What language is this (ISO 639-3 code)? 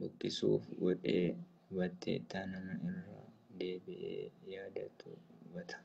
orm